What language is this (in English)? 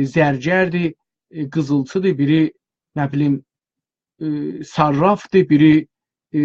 South Azerbaijani